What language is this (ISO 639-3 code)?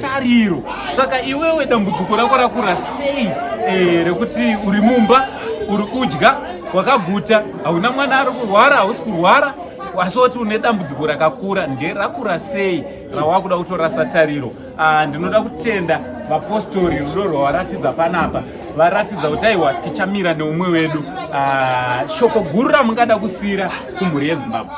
sna